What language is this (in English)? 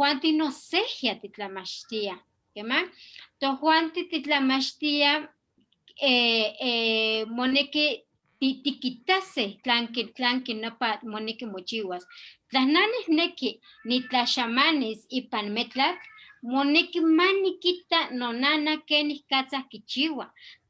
Eastern Huasteca Nahuatl